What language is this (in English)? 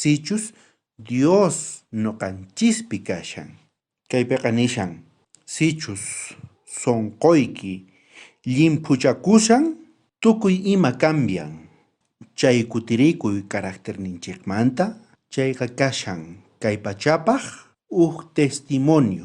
South Bolivian Quechua